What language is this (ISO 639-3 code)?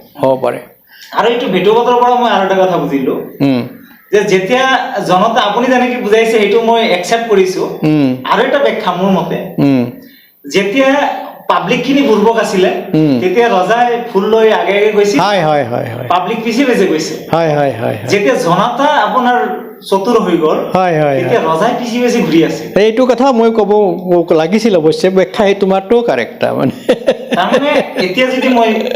asm